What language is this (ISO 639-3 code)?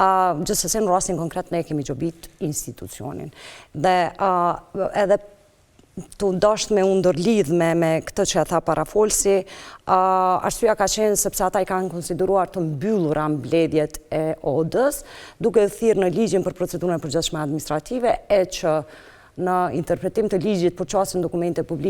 sqi